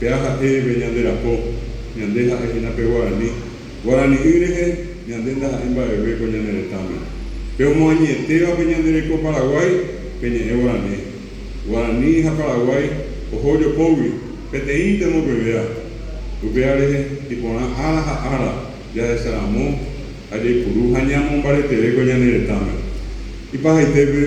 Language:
Guarani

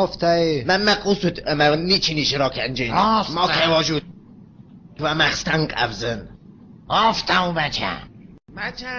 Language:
Ossetic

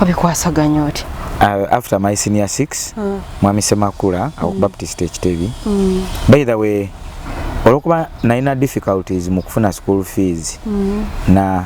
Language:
Ganda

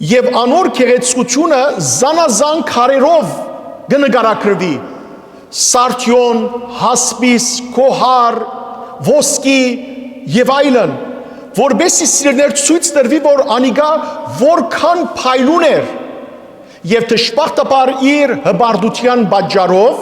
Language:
Western Armenian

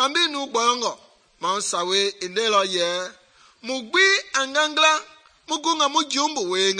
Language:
Mende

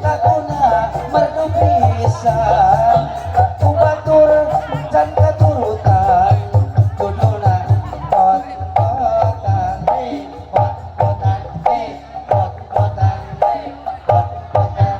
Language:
Sundanese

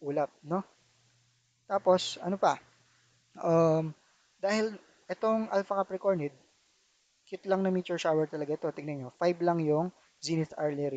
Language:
Filipino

